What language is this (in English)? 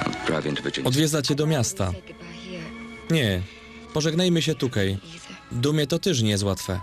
Silesian